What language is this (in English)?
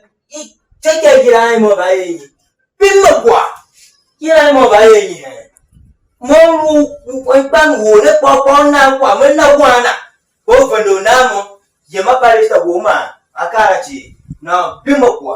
Tiv